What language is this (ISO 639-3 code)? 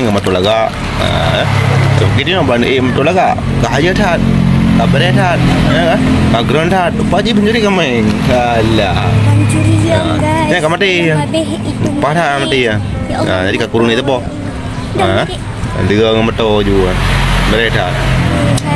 ace